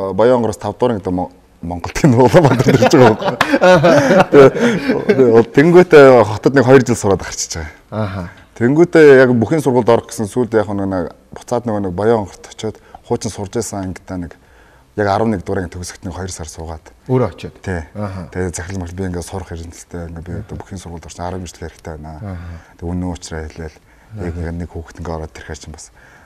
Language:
Mongolian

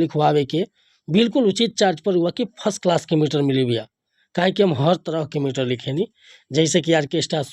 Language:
Bhojpuri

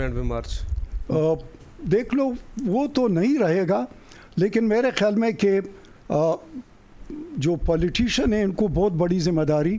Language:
Urdu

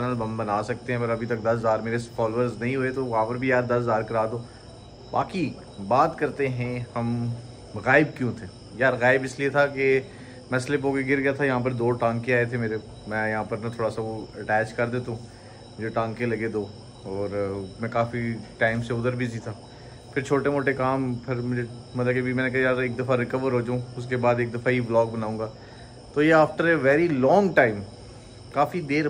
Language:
Hindi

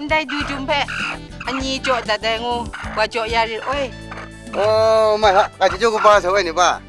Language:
Kachin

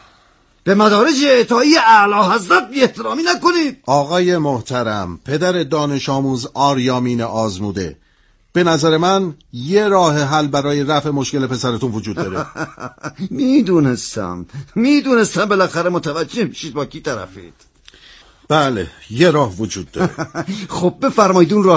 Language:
Persian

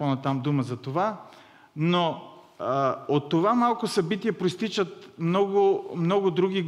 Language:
Bulgarian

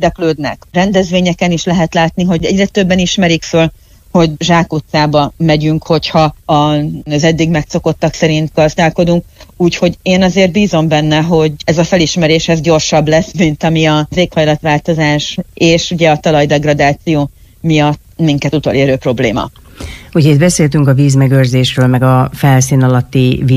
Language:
Hungarian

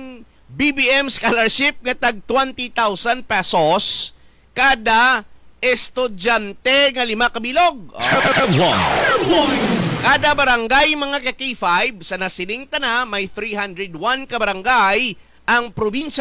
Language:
Hiligaynon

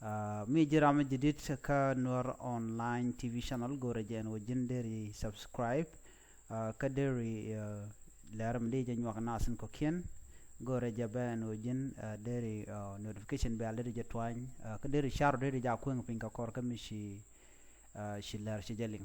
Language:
Nuer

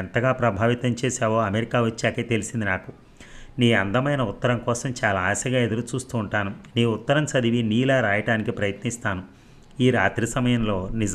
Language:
Telugu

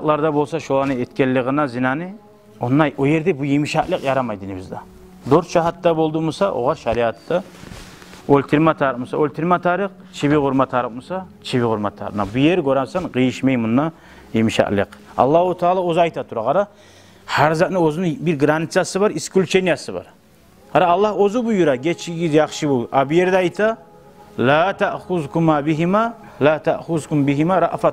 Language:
Kumyk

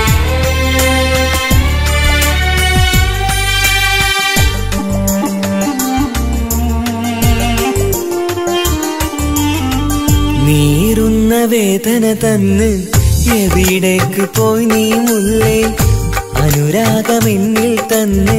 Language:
Malayalam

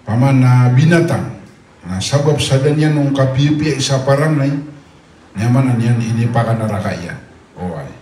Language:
Maranao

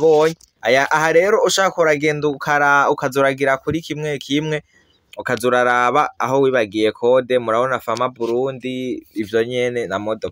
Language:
Rundi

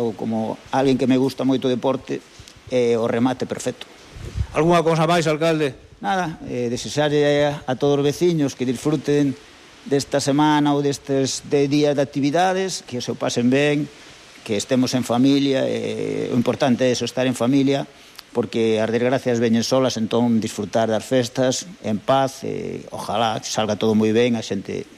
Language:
Galician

